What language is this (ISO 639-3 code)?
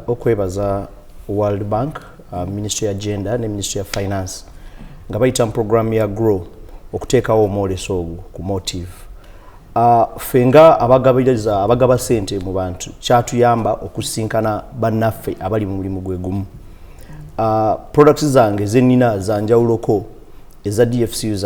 lug